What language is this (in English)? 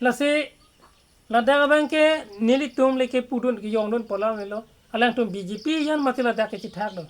Karbi